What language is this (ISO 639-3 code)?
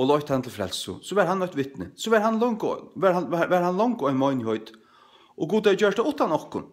fao